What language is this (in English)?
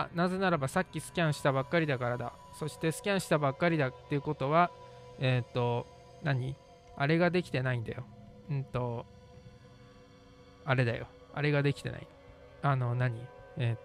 Japanese